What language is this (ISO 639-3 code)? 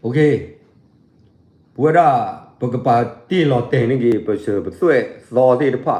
ksw